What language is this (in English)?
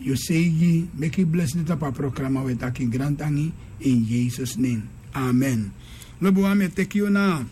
Sranan Tongo